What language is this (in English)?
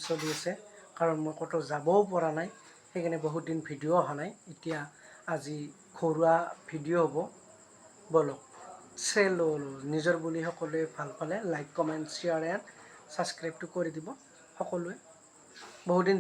Assamese